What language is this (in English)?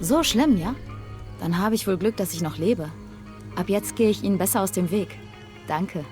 Bavarian